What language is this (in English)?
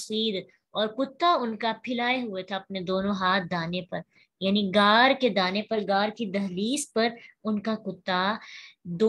Urdu